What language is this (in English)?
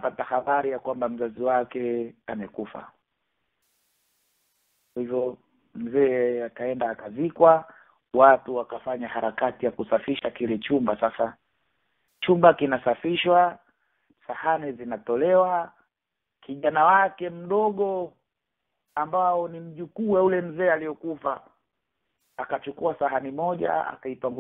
Swahili